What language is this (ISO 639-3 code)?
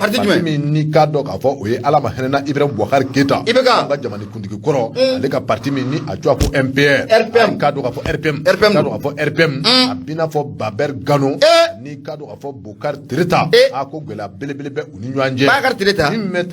bam